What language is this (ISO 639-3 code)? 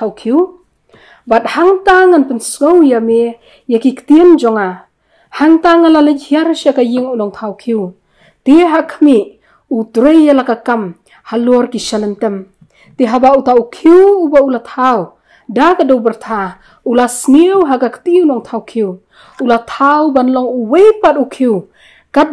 kha